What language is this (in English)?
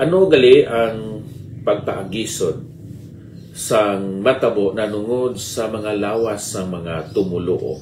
Hiligaynon